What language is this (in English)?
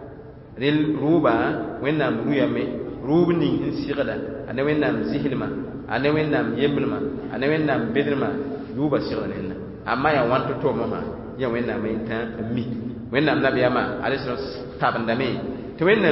Mossi